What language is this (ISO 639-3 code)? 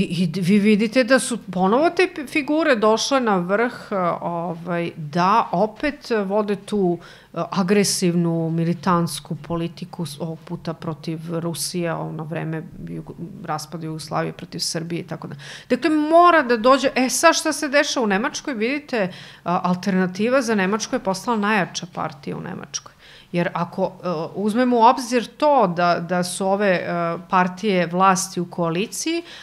srp